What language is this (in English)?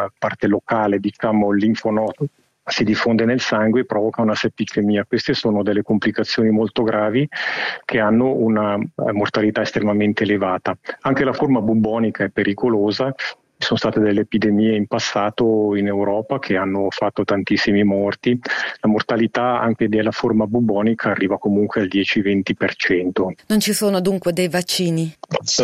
Italian